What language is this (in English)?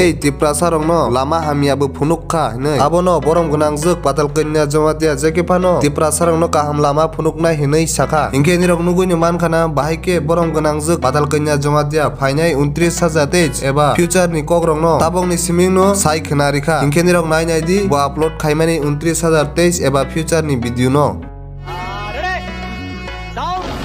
Kok Borok